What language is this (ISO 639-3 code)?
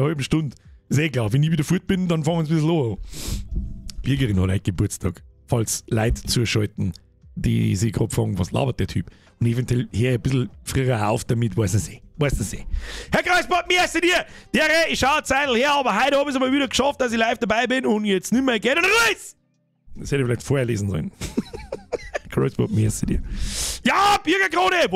bar